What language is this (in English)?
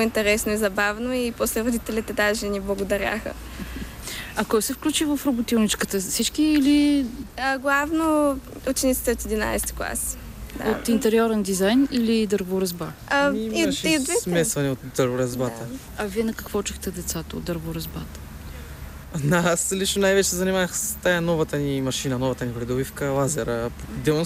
Bulgarian